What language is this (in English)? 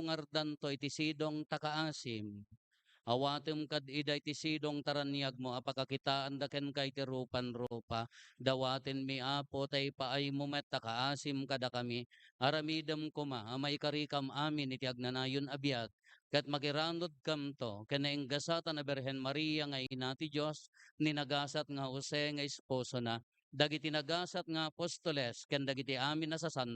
Iloko